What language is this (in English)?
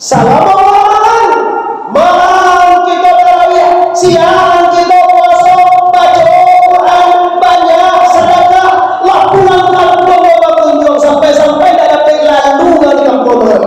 Minangkabau